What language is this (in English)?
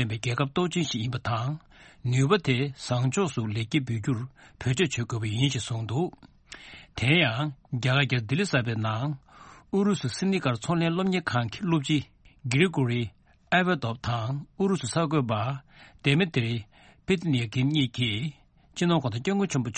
Tibetan